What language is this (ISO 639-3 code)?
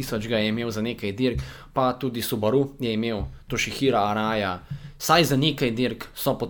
slv